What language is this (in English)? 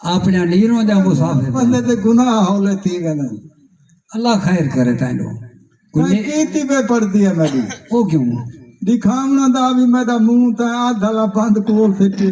Saraiki